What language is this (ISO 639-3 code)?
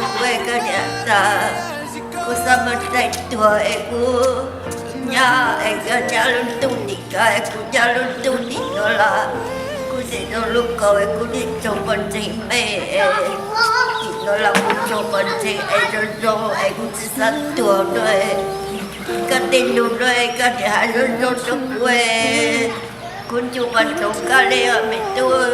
hmn